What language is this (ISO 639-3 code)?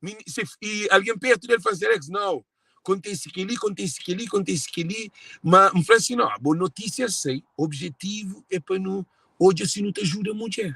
kea